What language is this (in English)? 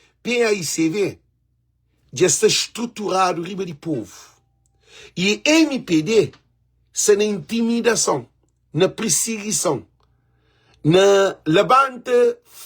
Kabuverdianu